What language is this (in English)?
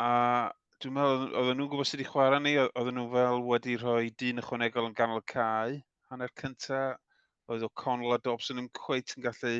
Welsh